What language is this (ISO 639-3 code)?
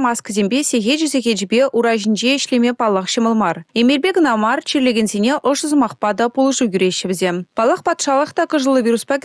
chv